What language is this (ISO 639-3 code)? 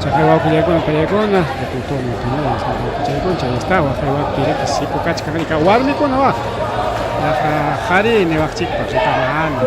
quy